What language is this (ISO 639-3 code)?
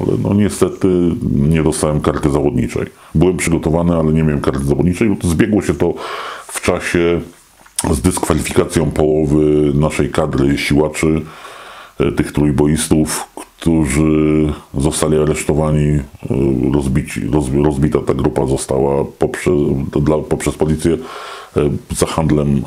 pol